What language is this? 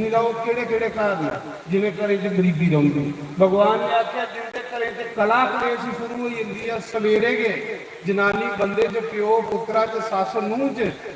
Dogri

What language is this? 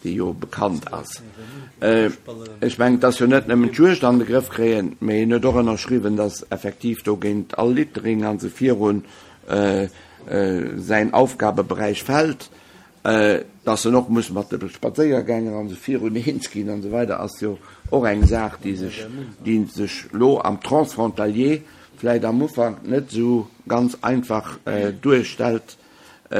Luxembourgish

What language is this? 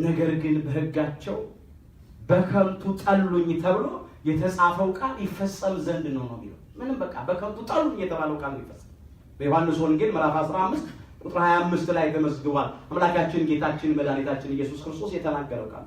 Amharic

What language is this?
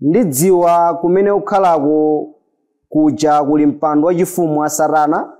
Nyanja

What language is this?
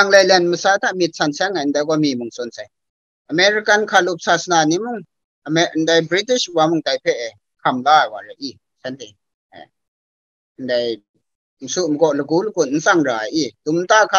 Kachin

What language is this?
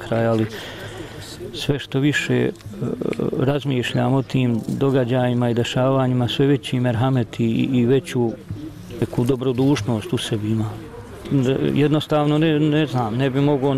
Bosnian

